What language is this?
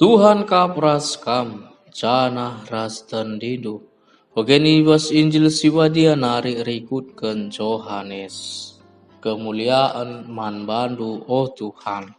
Batak Karo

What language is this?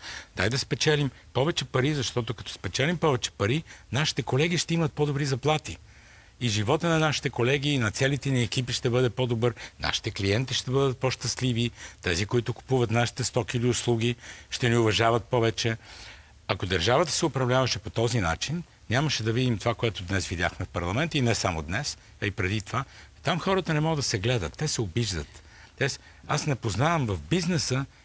Bulgarian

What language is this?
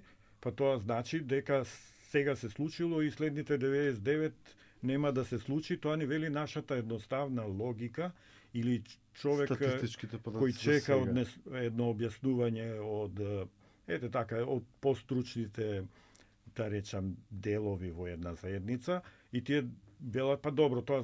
Macedonian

